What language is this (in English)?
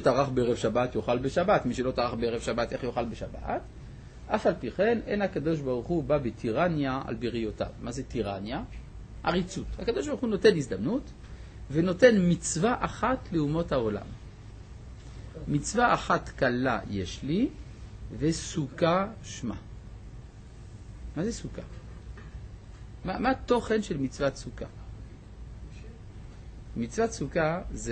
Hebrew